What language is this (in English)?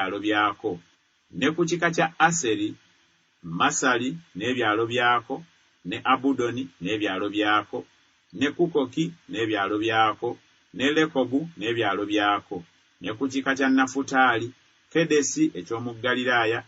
Ganda